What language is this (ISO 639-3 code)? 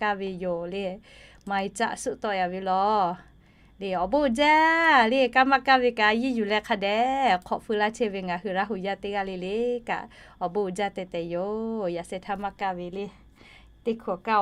lhu